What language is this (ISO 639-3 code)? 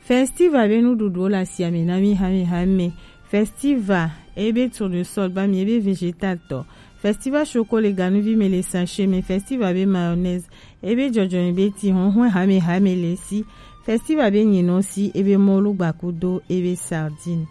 gej